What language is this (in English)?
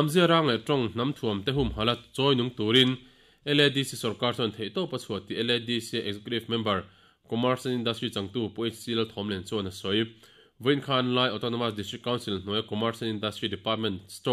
Mizo